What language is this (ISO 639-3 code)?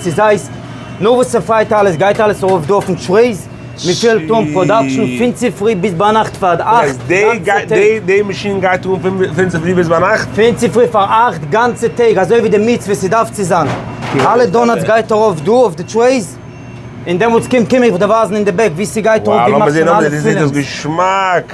yid